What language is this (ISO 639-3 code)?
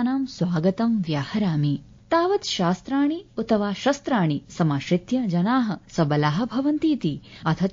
san